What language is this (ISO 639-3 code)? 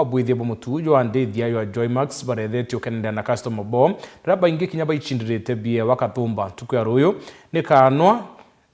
mer